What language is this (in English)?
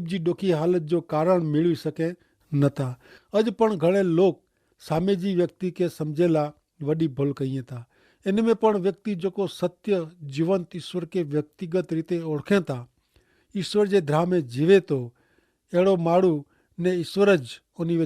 Kachhi